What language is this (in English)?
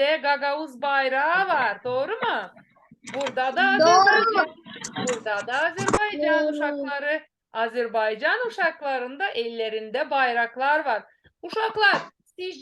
Gagauz